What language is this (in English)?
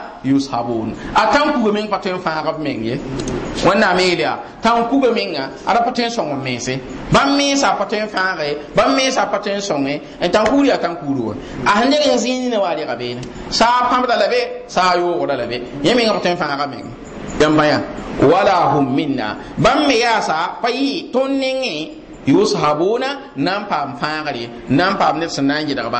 Mossi